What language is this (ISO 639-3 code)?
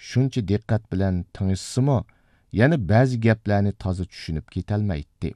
uig